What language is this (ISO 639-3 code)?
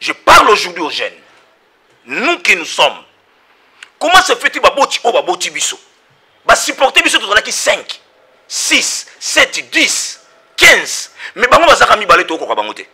lin